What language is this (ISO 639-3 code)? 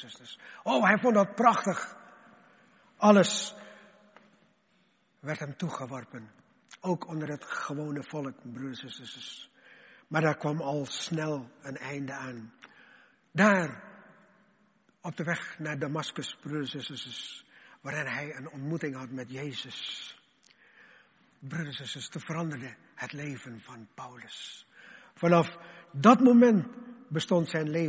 nld